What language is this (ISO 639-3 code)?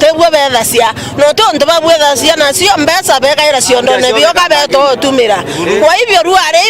mer